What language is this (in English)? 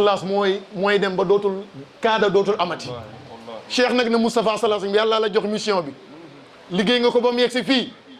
Wolof